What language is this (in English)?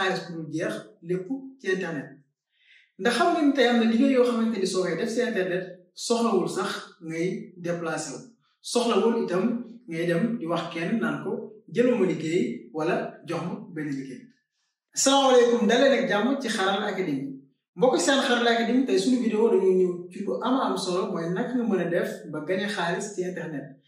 Wolof